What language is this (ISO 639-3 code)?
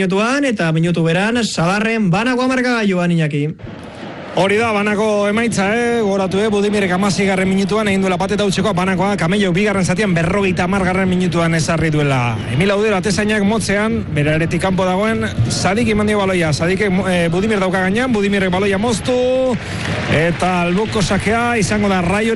eus